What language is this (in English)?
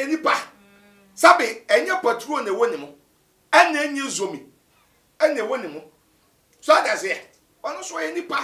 Akan